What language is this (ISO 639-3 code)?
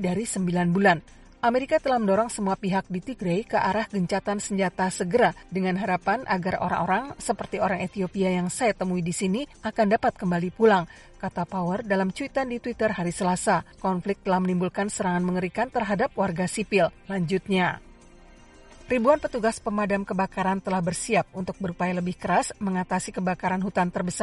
ind